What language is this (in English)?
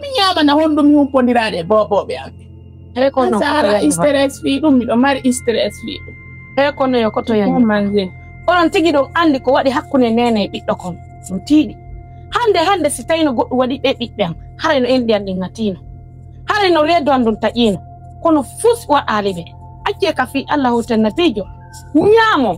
Fula